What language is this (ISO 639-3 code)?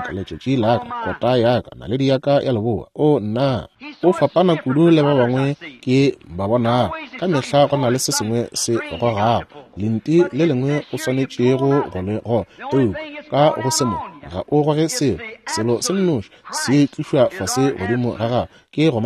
nso